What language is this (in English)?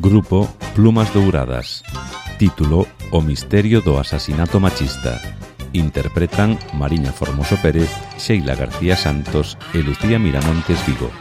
Galician